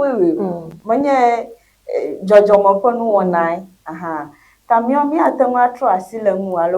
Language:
Ewe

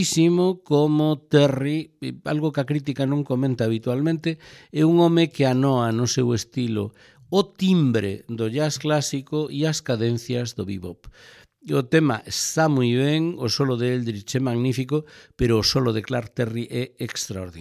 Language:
Galician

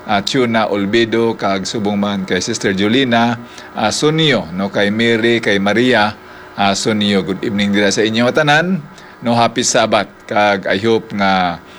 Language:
Hiligaynon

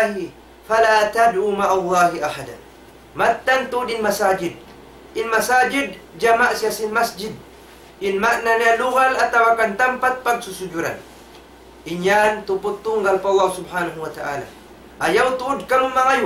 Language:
Tausug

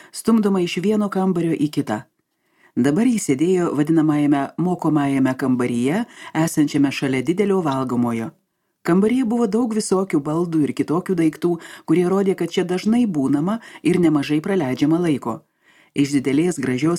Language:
Lithuanian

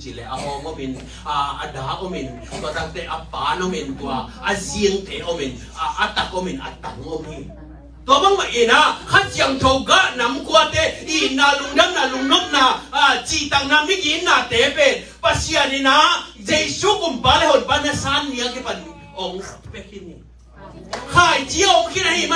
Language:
Tedim Chin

